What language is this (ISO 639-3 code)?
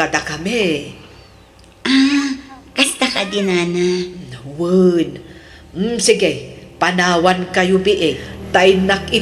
ilo